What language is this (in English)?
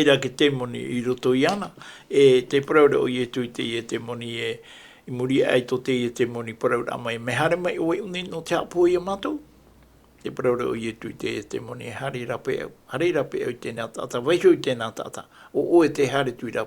Tahitian